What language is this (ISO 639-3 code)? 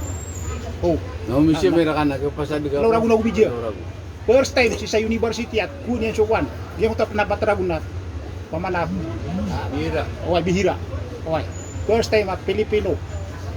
mrw